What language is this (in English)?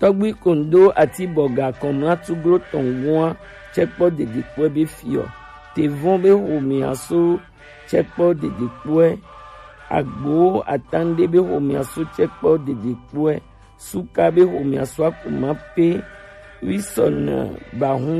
Gen